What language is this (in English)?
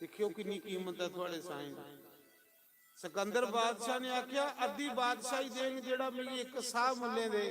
Dogri